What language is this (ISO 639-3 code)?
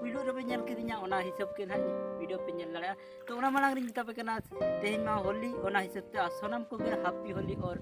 sat